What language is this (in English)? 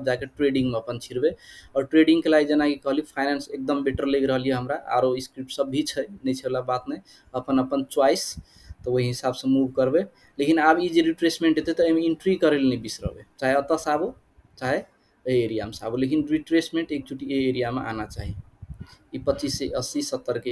Maithili